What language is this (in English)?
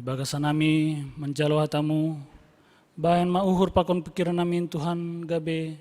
Batak Simalungun